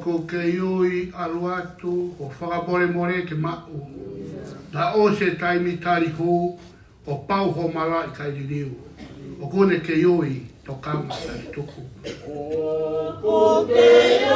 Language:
Tongan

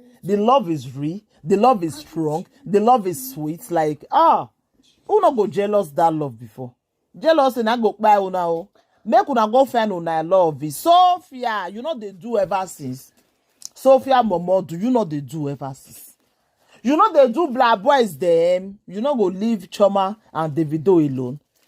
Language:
Nigerian Pidgin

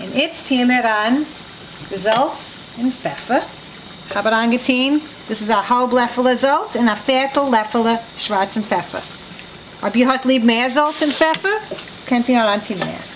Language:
Yiddish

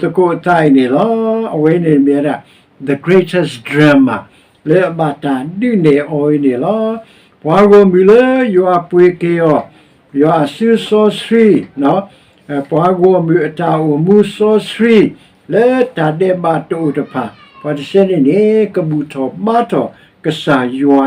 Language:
S'gaw Karen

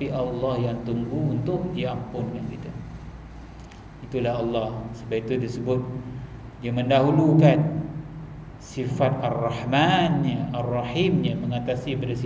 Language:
Malay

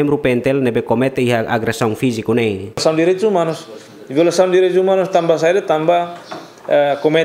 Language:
Tetum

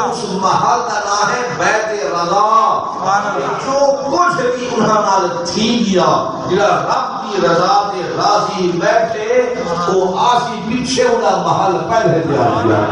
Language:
Saraiki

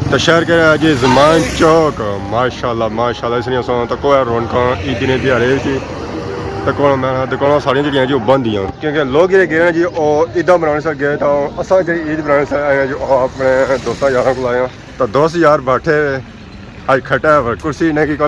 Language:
Pahari-Potwari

